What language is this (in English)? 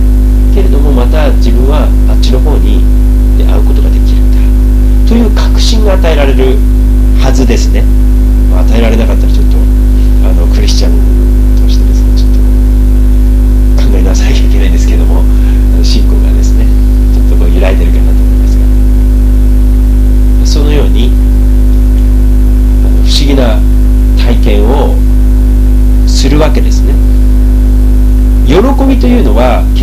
Japanese